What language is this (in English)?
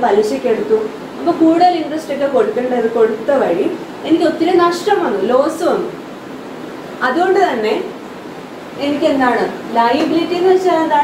Malayalam